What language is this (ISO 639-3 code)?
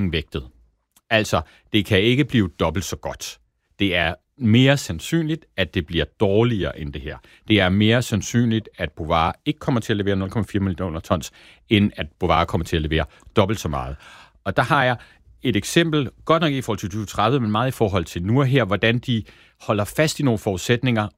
dan